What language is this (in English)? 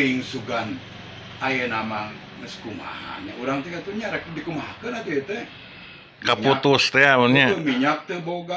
Sundanese